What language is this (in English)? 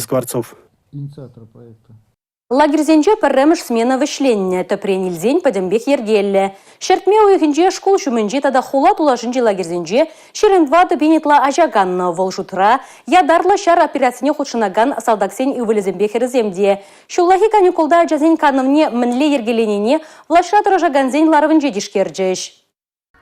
Chuvash